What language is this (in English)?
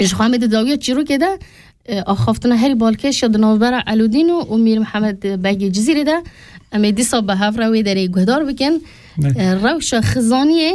Kurdish